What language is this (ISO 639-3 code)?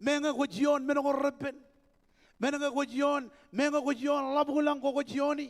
mah